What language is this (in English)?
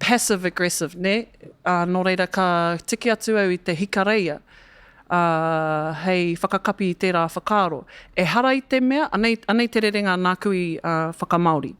Māori